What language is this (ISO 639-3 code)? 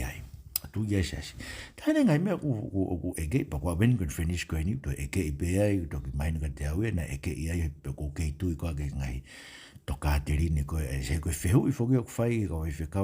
ton